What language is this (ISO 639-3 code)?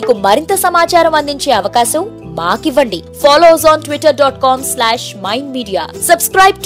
tel